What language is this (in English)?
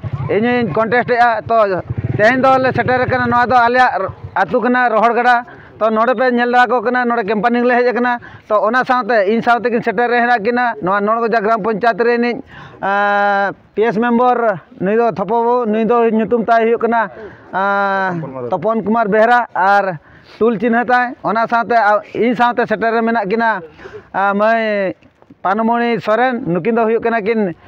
Santali